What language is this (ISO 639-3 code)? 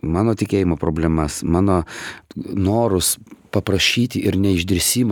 lit